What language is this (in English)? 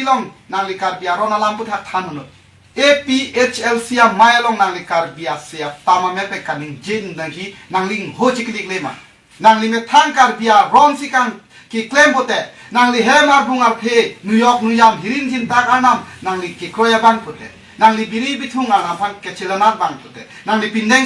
Karbi